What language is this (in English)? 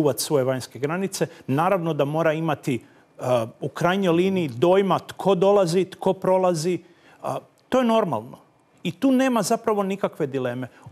Croatian